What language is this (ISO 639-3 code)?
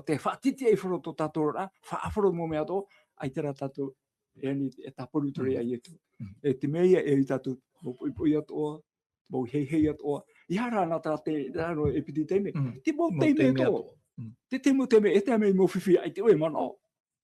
tah